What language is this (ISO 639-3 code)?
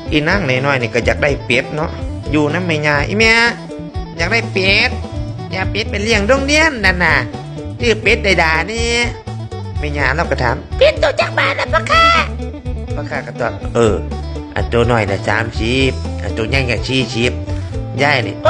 tts